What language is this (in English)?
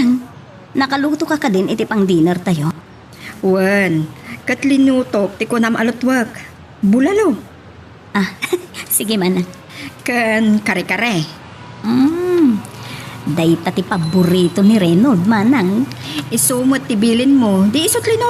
Iloko